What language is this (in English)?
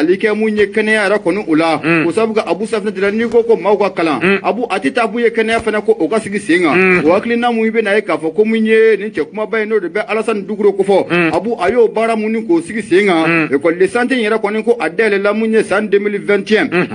Bambara